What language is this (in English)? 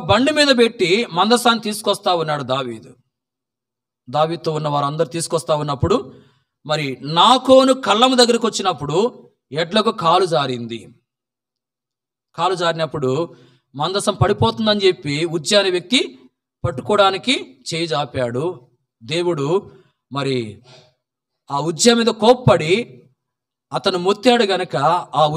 Telugu